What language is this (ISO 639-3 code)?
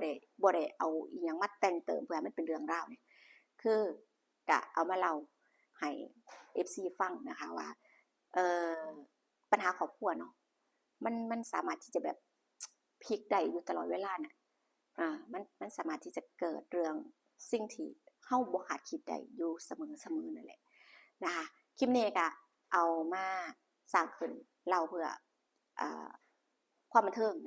lao